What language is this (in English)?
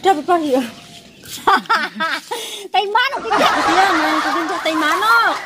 Sasak